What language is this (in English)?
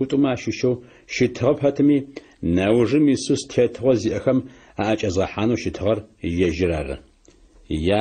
Adyghe